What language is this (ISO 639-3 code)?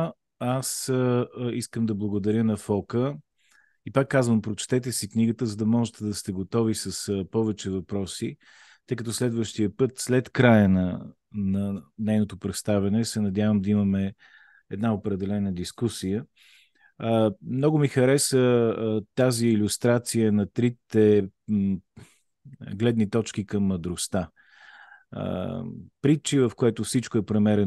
bul